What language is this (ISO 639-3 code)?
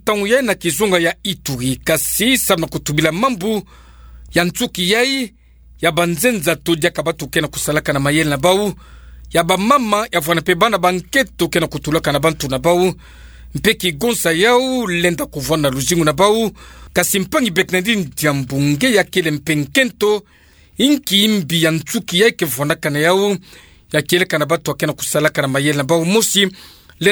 ktu